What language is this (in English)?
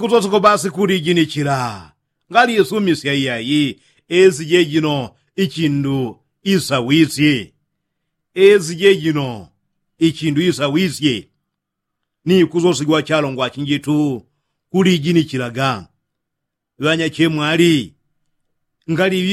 Yao